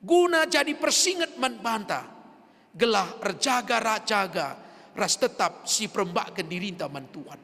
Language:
Batak Karo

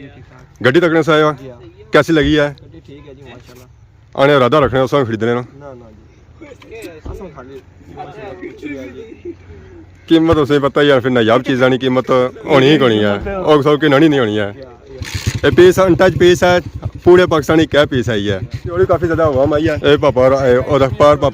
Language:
Pahari-Potwari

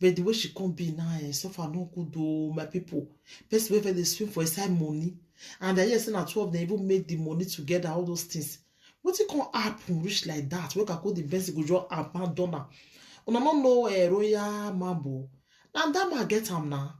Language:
Nigerian Pidgin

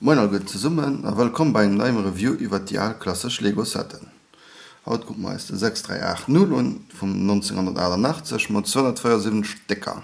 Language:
Luxembourgish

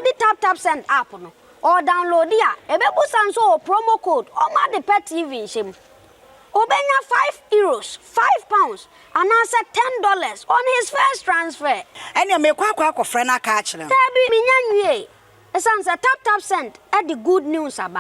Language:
Akan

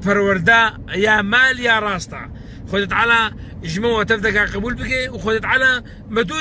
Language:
Kurdish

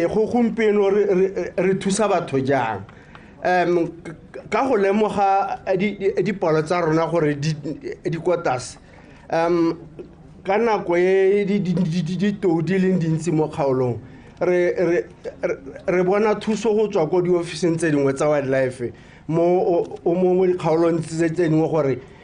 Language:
Tswana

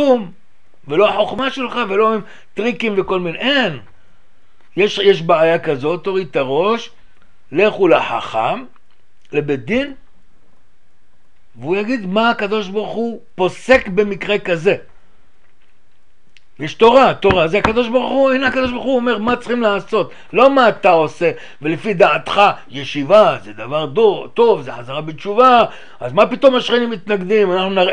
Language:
Hebrew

